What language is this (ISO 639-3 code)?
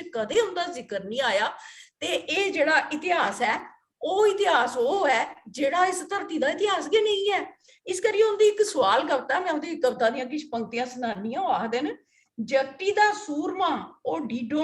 doi